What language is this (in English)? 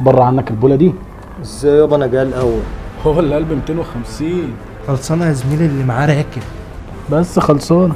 Egyptian Arabic